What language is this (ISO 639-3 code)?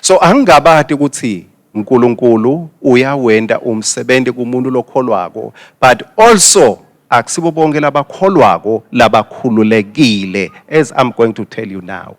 ssw